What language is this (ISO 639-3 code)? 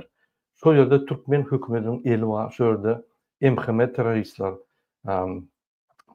tuk